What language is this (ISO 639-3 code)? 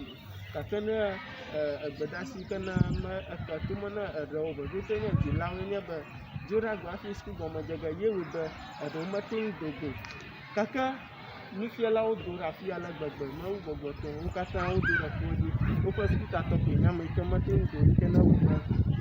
ewe